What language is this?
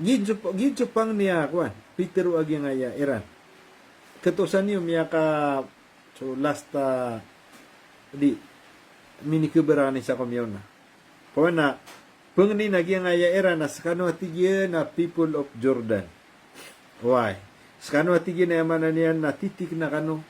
Maranao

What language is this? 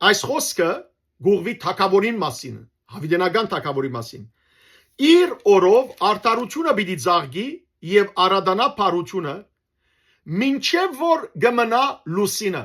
Western Armenian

